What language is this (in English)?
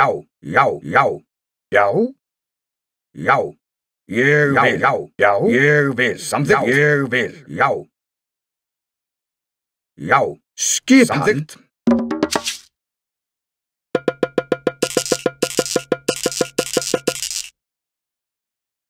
Icelandic